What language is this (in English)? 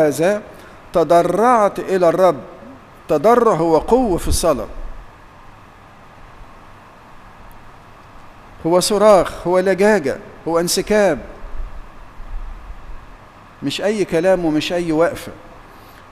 Egyptian Arabic